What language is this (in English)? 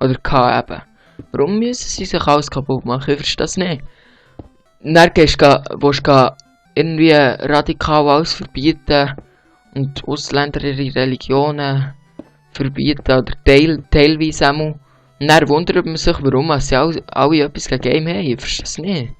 Swiss German